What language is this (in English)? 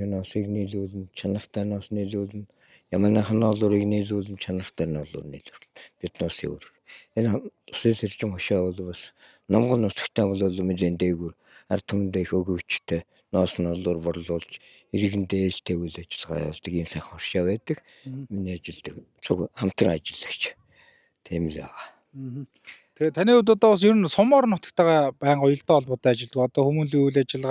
Mongolian